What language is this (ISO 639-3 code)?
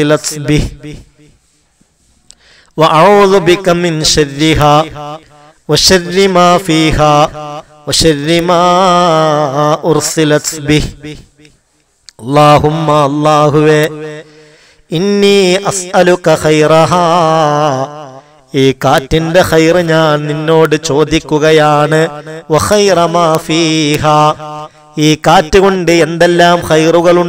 mal